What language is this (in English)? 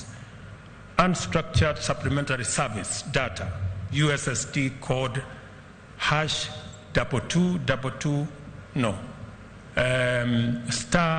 Luo (Kenya and Tanzania)